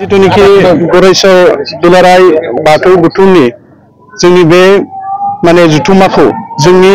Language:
Bodo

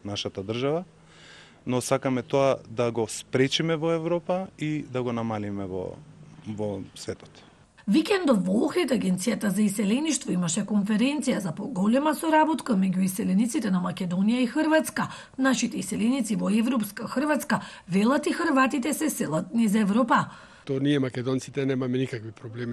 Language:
Macedonian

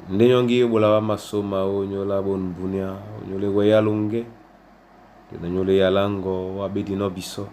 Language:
Duala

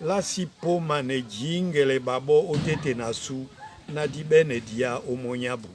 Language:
Duala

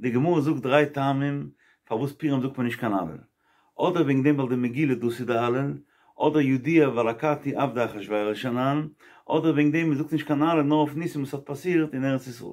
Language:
Yiddish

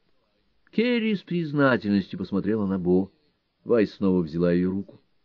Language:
Russian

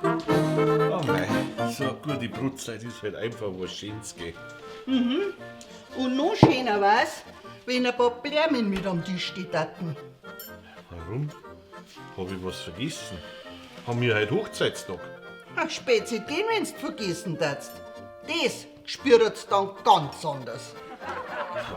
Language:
Bavarian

